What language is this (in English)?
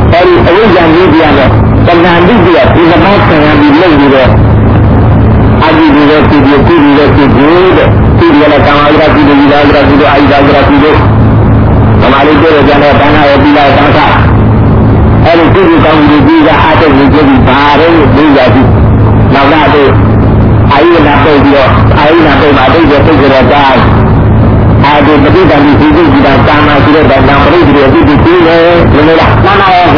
Burmese